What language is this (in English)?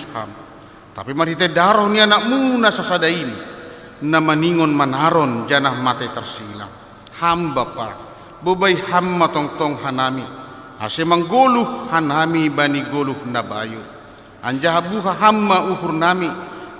Batak Simalungun